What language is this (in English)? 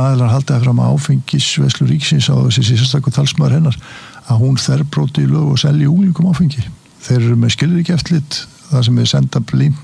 Icelandic